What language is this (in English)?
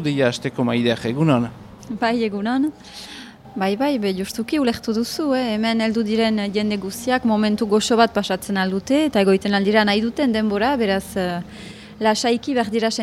Basque